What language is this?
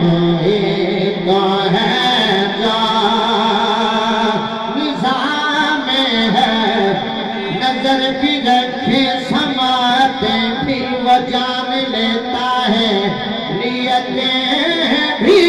Saraiki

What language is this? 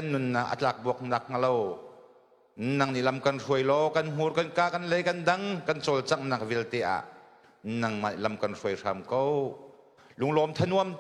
Hakha Chin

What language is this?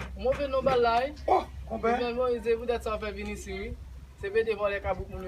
Haitian Creole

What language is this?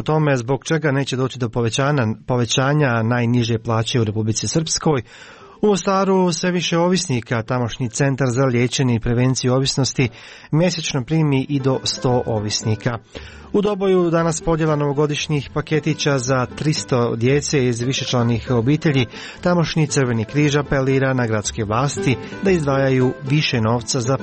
Croatian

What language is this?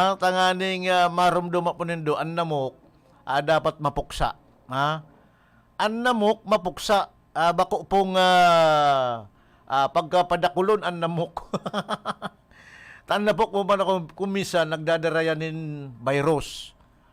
Bikol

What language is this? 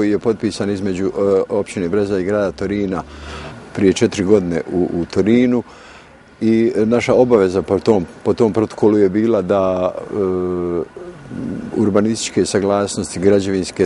Bosnian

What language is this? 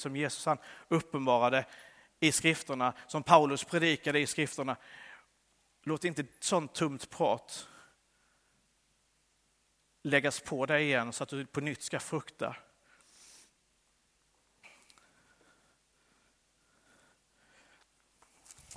Swedish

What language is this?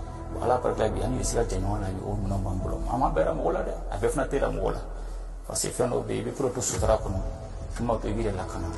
Bambara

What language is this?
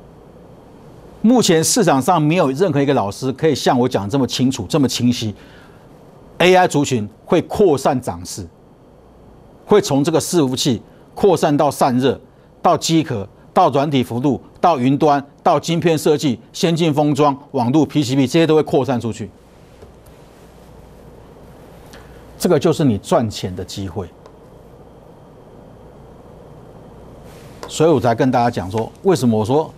Chinese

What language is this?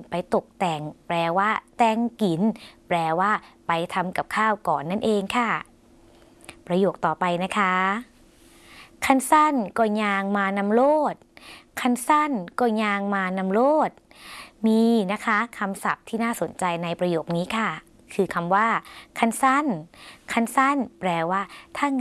Thai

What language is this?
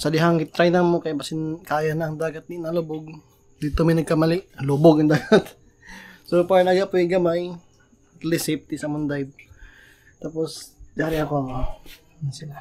Cebuano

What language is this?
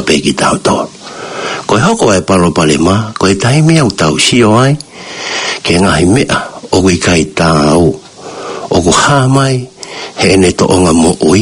Tongan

